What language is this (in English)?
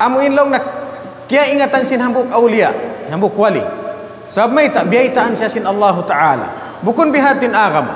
Tausug